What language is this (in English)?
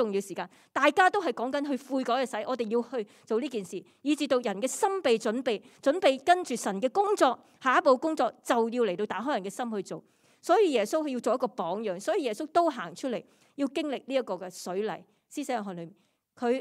Cantonese